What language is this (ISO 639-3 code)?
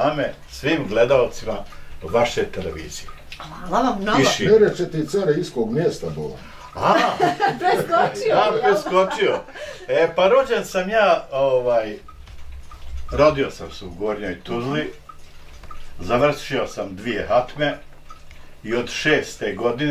bos